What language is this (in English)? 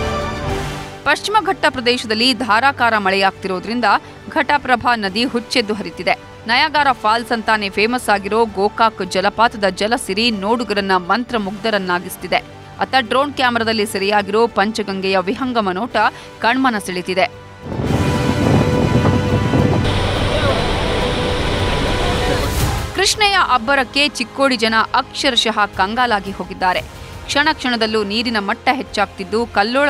Kannada